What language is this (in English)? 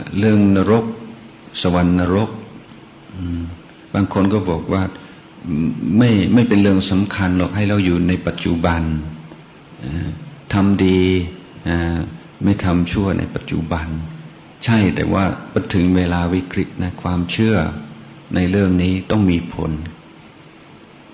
Thai